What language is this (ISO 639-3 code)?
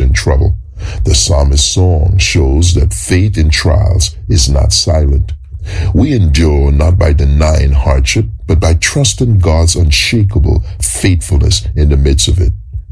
eng